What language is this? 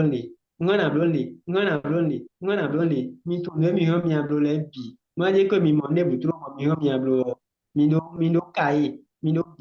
Fon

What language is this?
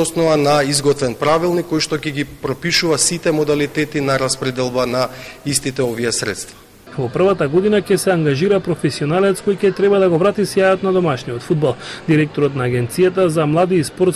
Macedonian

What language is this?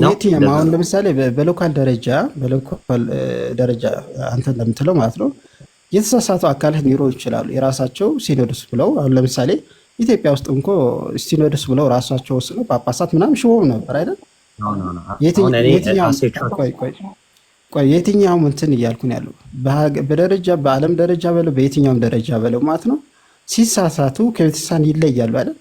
Amharic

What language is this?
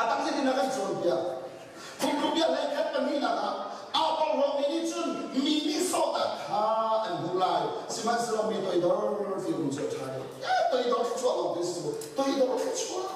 Hakha Chin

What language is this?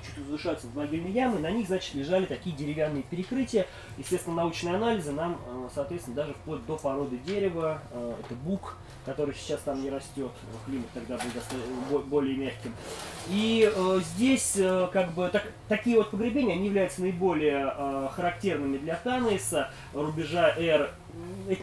Russian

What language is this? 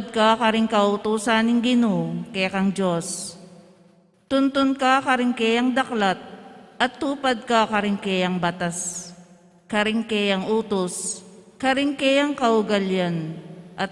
Pampanga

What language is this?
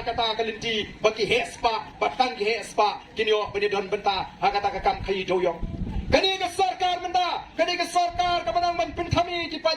Khasi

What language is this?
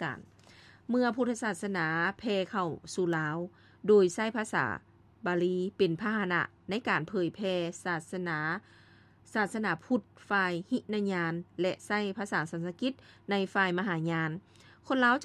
Lao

